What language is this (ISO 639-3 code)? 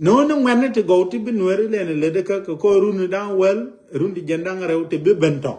nus